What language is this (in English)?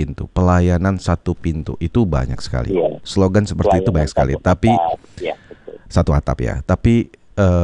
Indonesian